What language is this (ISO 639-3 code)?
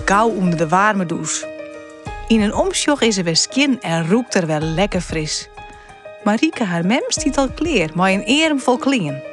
fry